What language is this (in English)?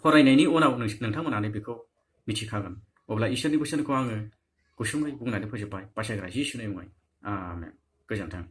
Bodo